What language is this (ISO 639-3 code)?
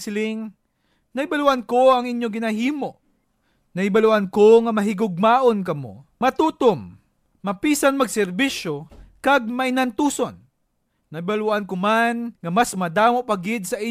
hil